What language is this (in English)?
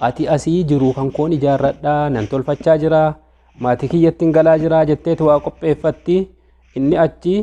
Oromo